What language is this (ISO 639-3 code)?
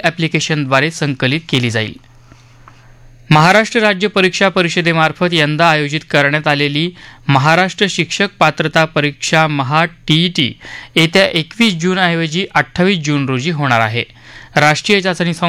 mar